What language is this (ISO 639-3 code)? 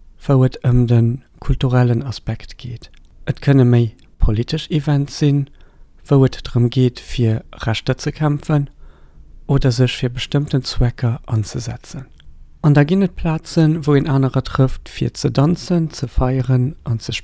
ltz